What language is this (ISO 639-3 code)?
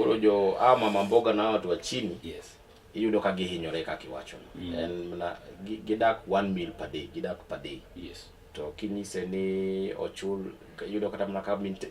luo